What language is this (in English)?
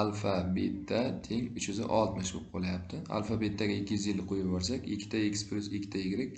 Uzbek